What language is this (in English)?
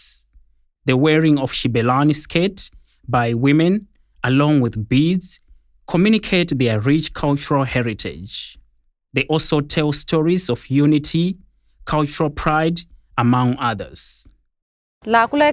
Tsonga